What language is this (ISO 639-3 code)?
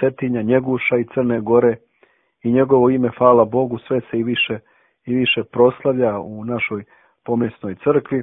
srp